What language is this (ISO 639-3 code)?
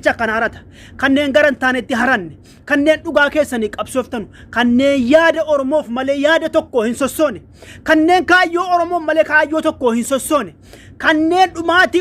orm